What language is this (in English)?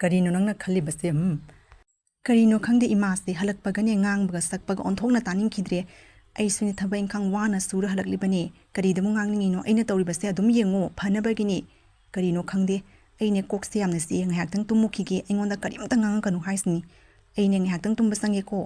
Manipuri